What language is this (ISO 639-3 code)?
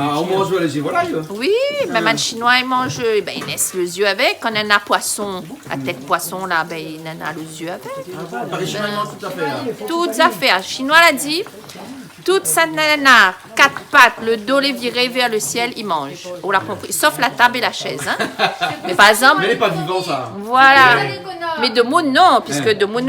rcf